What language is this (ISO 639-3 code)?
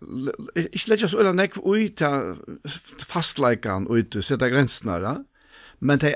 fao